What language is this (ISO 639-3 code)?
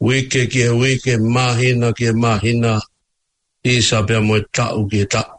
ton